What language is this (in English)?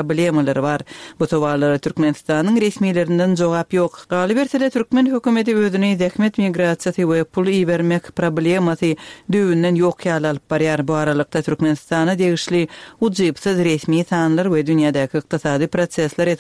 Turkmen